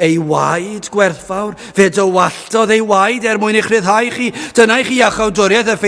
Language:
Welsh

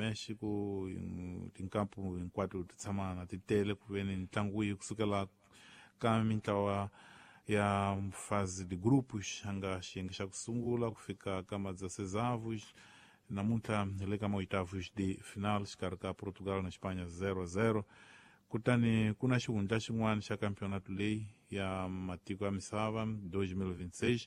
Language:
Tsonga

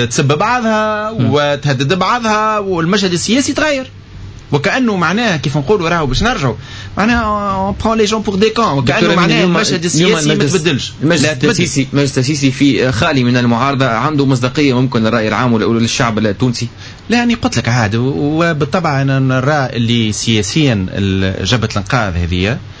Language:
Tunisian Arabic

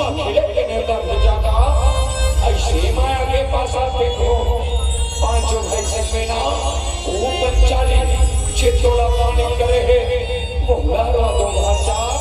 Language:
Chhattisgarhi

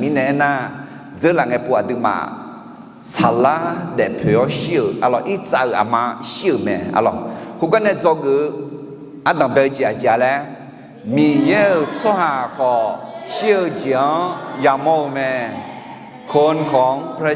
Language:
Akha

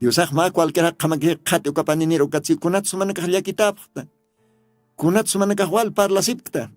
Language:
Aymara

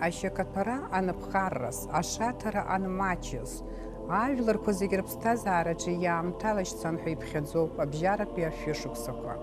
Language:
Abkhazian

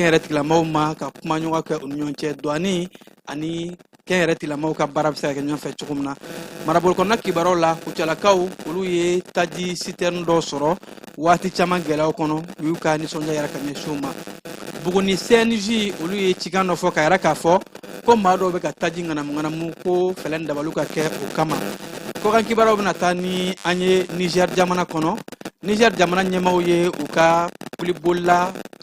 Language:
Bambara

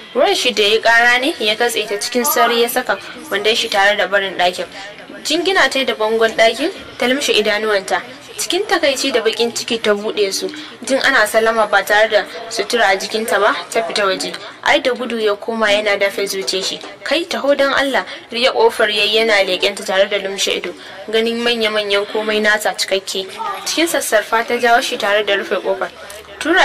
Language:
Hausa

